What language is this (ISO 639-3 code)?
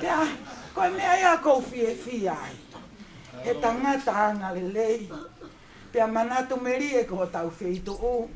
ton